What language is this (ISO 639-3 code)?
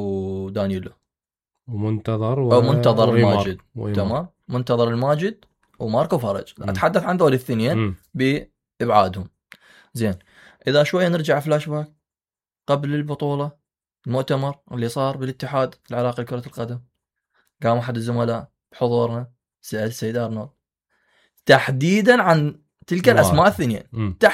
acm